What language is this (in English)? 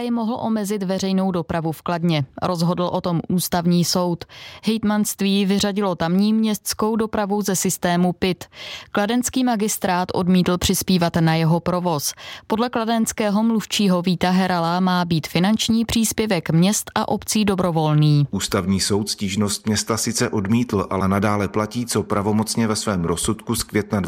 Czech